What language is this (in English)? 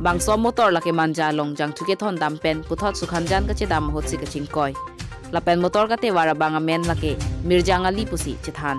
Karbi